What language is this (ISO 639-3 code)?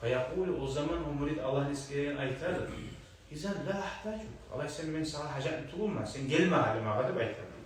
kum